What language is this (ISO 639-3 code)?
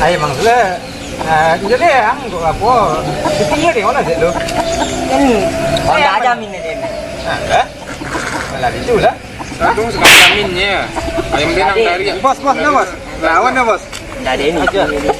min